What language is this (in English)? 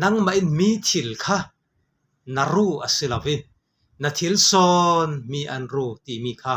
Falam Chin